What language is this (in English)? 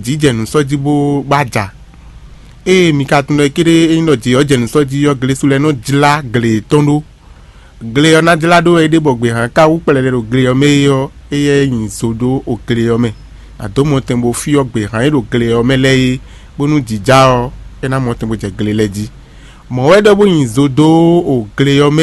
Fon